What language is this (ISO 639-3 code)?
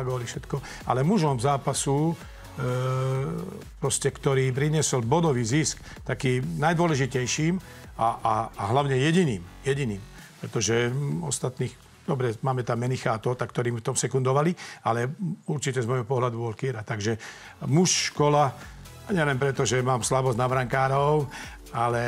slk